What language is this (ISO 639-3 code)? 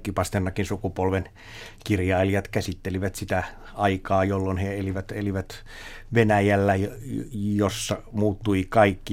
fin